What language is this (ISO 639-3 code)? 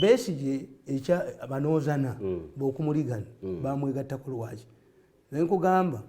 lug